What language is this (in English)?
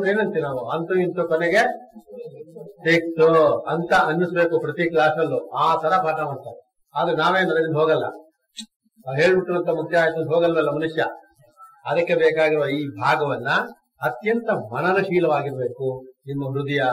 Kannada